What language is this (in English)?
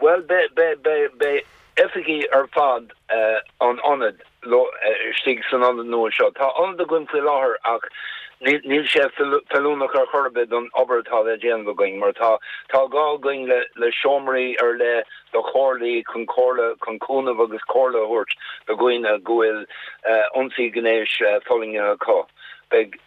Irish